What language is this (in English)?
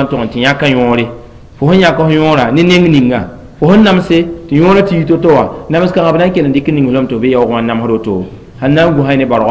Mossi